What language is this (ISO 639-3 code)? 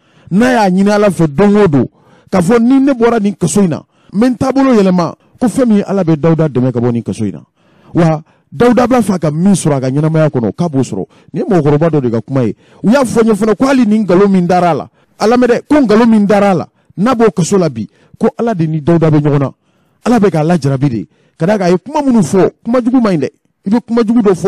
bam